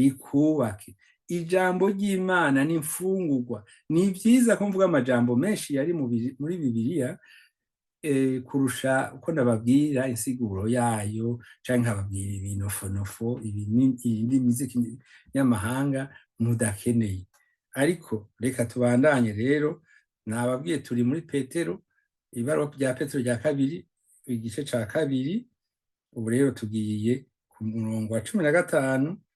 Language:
Rundi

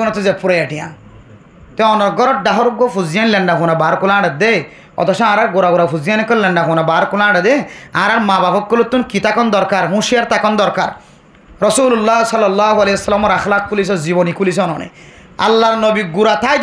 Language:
Rohingya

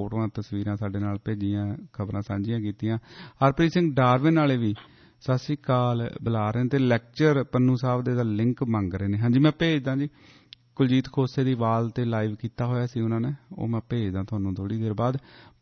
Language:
Punjabi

